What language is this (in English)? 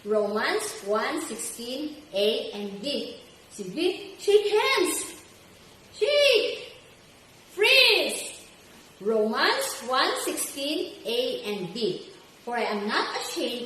Cebuano